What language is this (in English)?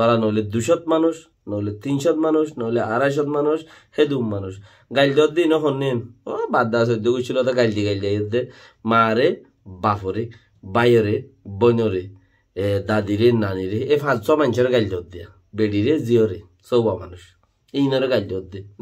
Rohingya